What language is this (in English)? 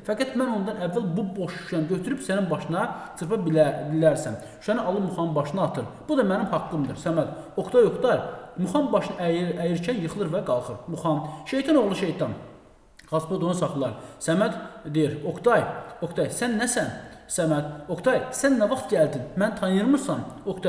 Azerbaijani